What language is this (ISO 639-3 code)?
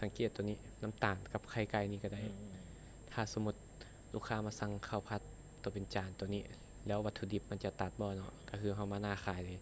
lao